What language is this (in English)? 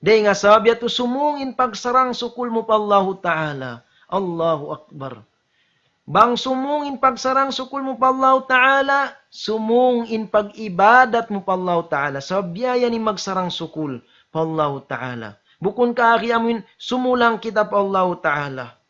Tausug